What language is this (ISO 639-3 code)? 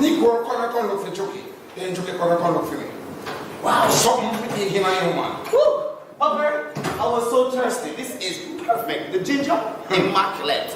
jam